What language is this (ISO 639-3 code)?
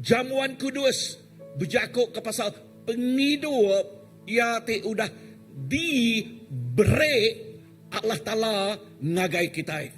iba